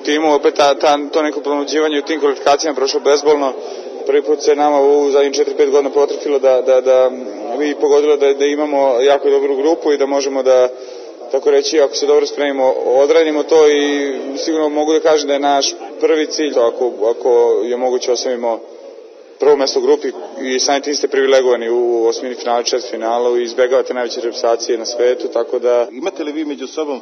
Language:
Serbian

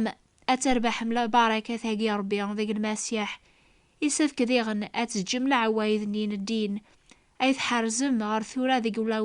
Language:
Kabyle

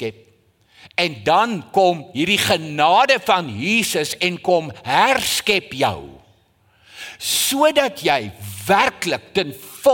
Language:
Afrikaans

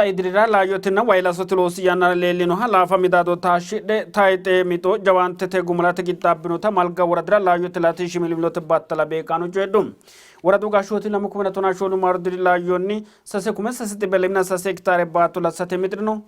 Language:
Sidamo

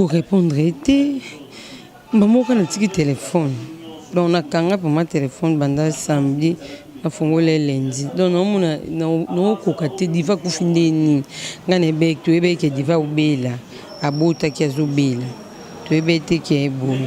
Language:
Lingala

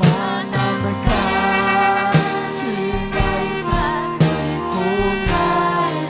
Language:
Ayacucho Quechua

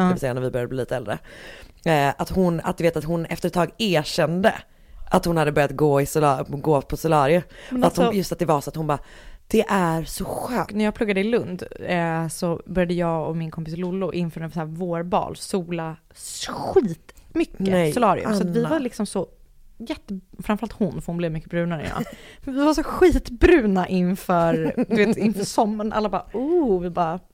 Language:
Swedish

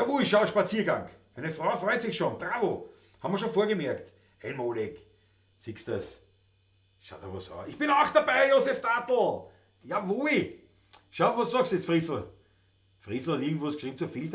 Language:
Bavarian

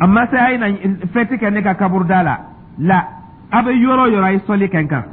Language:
Dyula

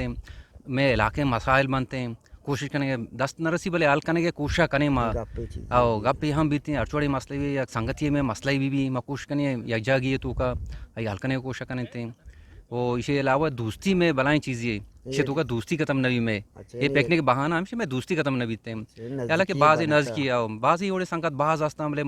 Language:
Eastern Balochi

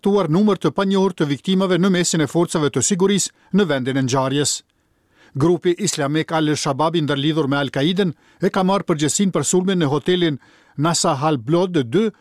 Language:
Albanian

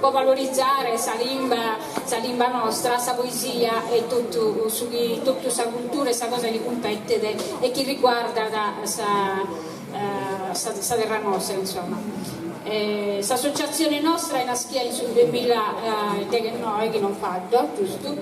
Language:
Sardinian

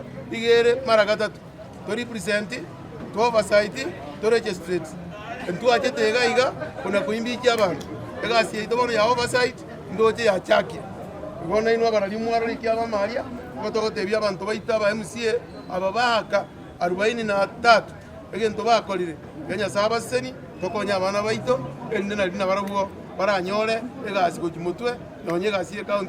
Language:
Gusii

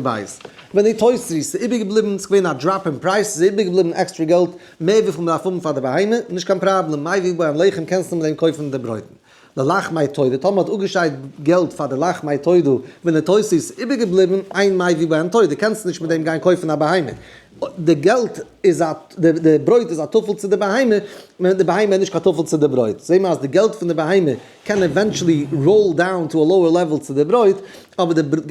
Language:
Yiddish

